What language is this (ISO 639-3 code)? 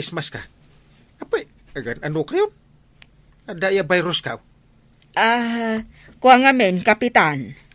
ilo